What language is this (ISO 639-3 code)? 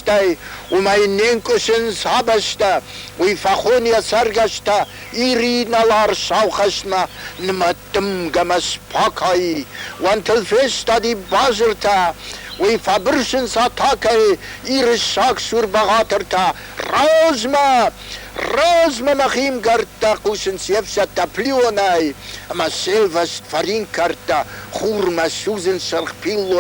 oss